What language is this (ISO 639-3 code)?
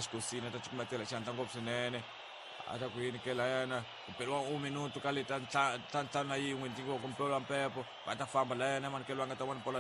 tso